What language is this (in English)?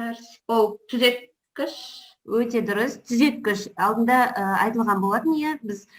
Kazakh